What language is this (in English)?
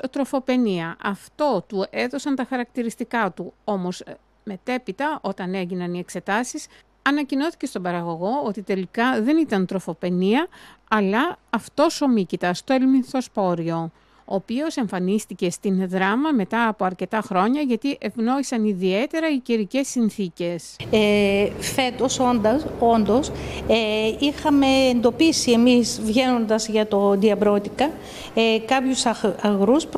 Greek